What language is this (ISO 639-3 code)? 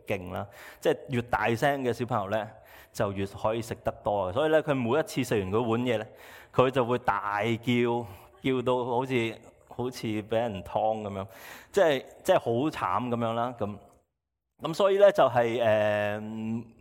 yue